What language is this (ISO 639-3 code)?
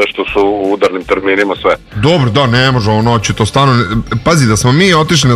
srp